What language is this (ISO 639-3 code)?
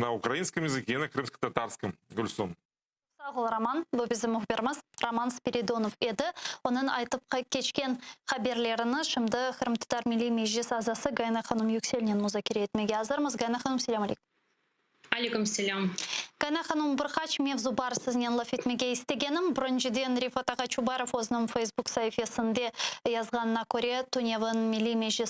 crh